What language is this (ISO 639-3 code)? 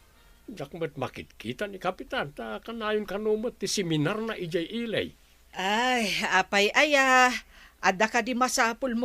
ilo